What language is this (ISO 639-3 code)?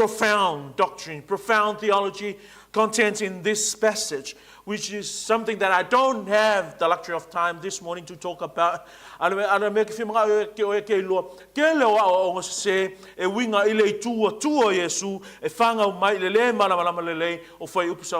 smo